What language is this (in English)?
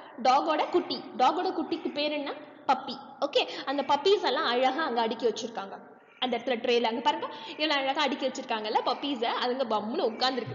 Tamil